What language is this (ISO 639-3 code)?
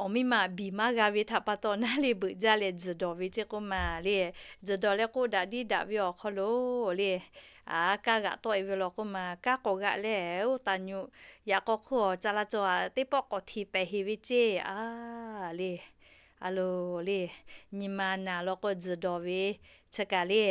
lhu